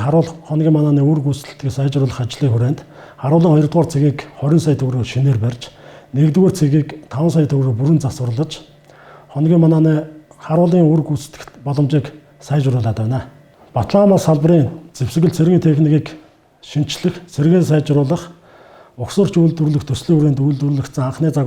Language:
Mongolian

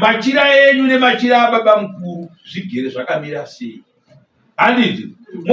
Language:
Shona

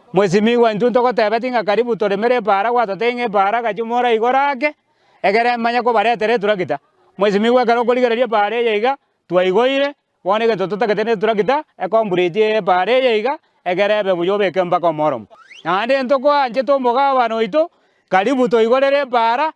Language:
Gusii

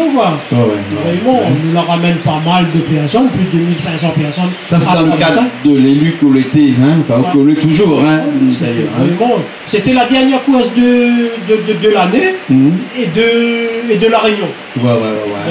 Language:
Réunion Creole French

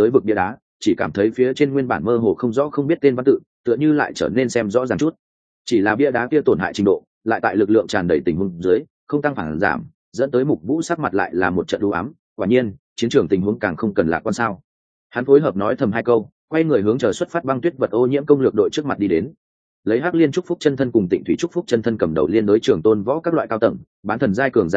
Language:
Vietnamese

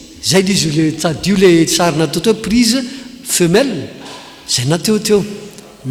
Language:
Malagasy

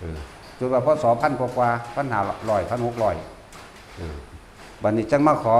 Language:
Northeastern Thai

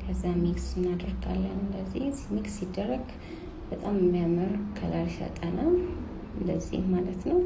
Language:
Amharic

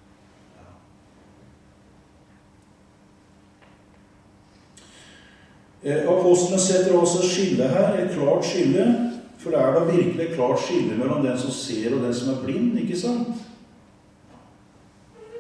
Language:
Norwegian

